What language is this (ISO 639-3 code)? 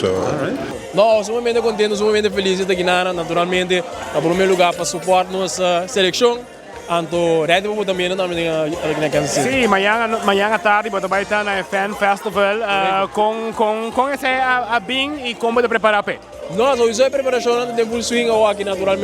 pap